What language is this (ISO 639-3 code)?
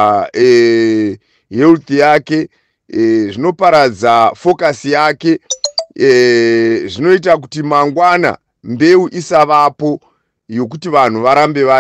sna